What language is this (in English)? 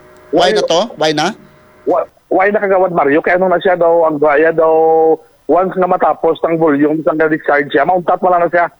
Hiligaynon